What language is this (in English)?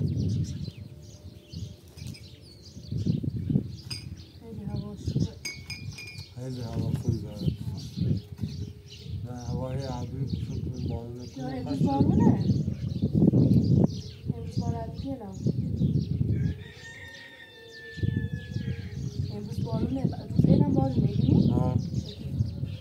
Persian